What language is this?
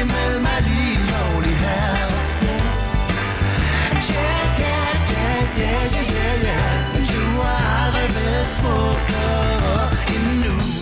Danish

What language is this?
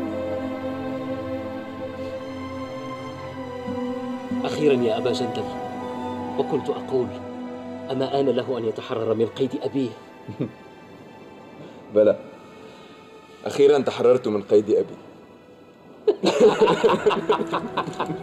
Arabic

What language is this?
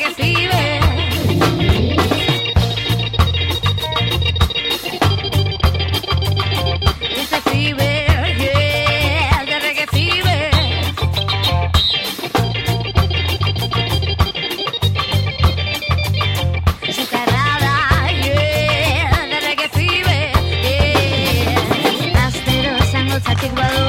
Basque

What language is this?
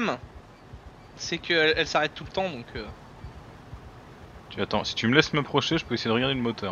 French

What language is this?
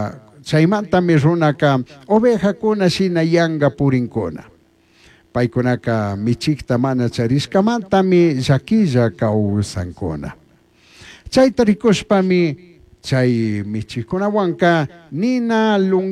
Chimborazo Highland Quichua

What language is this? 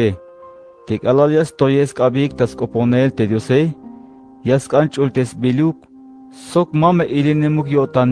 Tzeltal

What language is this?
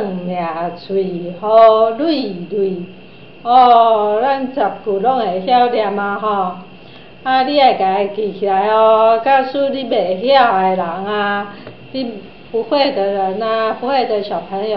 Min Nan Chinese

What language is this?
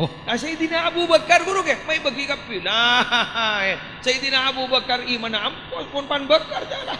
Madurese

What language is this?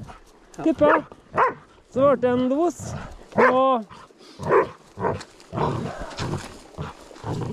Norwegian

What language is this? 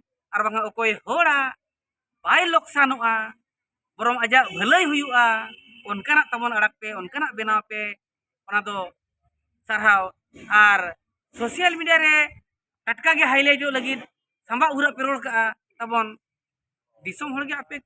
Santali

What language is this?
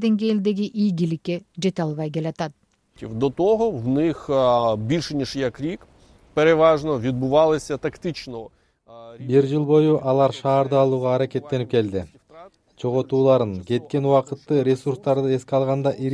Kyrgyz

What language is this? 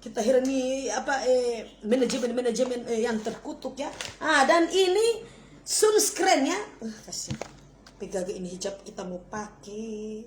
Manado Malay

